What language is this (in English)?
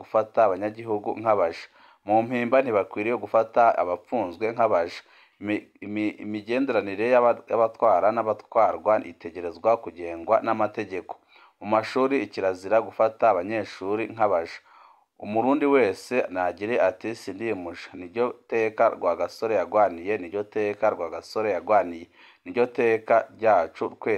Rundi